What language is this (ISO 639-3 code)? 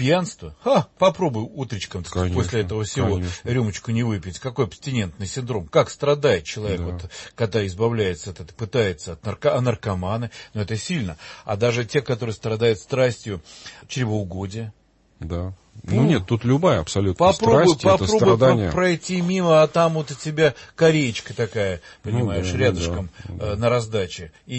rus